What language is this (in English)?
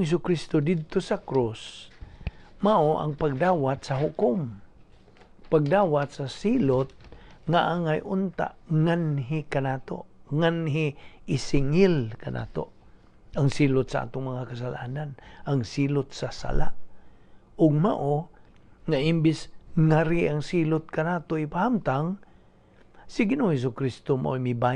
Cebuano